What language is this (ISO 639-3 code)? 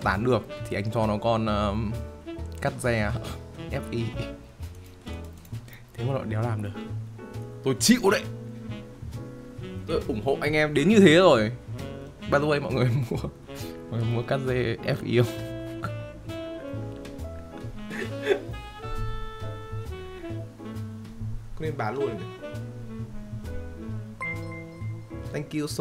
vie